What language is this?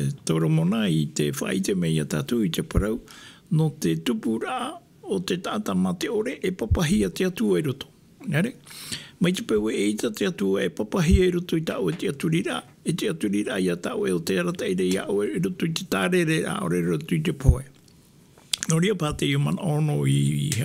Tahitian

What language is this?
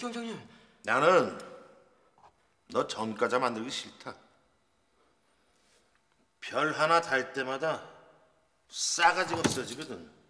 Korean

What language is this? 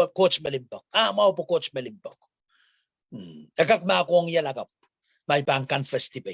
Pohnpeian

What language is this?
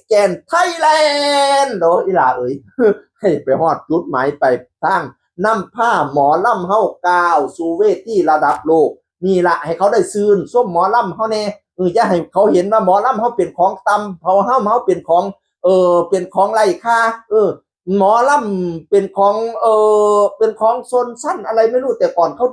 Northeastern Thai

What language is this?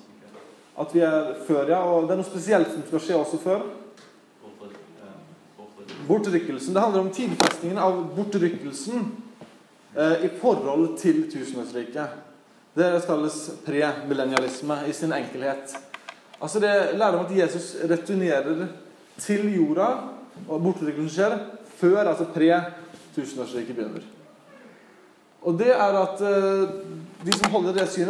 Norwegian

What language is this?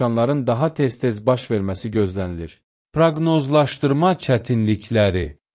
Azerbaijani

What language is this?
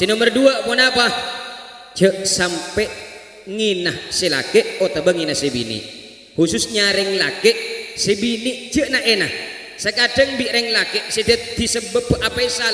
Madurese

